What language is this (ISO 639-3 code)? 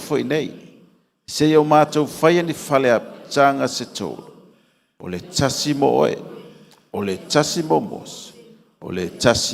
smo